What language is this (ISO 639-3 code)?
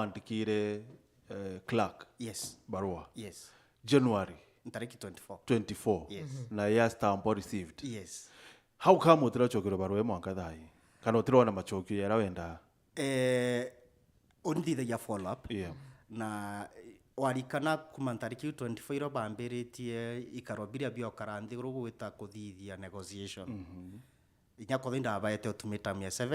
mer